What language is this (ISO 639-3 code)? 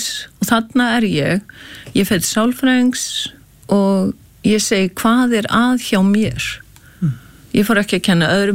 isl